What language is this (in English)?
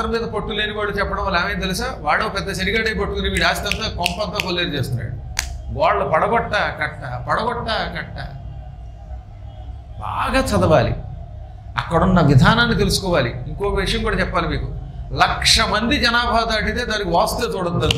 Telugu